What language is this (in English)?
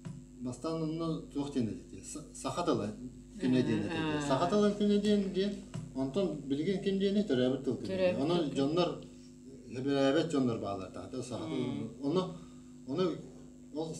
Yakut